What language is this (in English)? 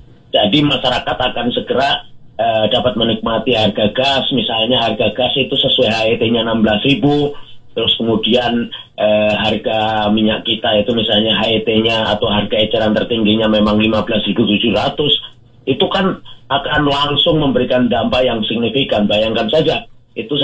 Indonesian